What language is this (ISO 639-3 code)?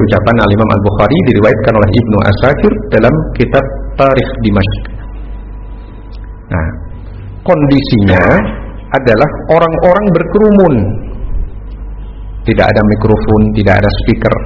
ind